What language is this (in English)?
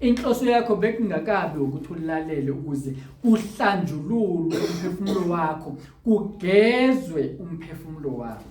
Zulu